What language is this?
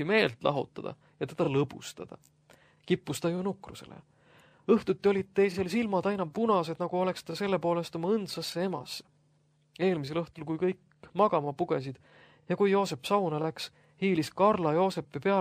Estonian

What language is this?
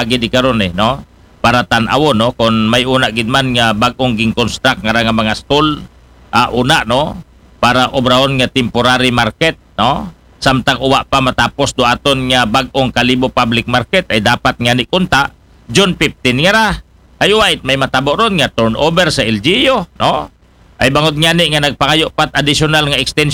Aklanon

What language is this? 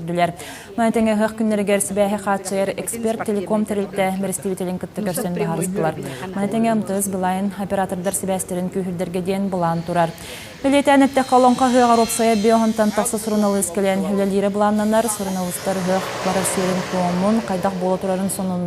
Yakut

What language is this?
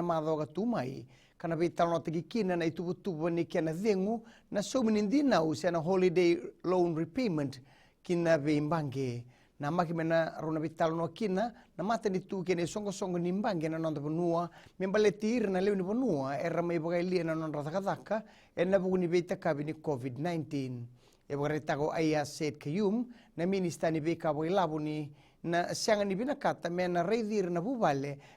Fijian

